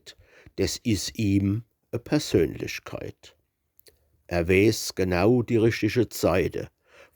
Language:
Palatine German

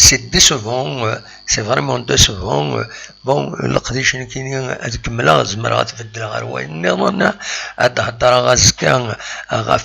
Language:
Kabyle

